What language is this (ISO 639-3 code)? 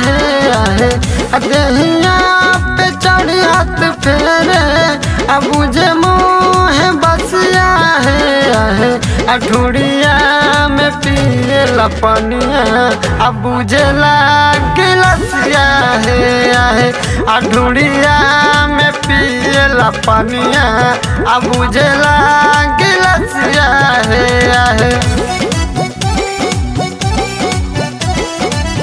bho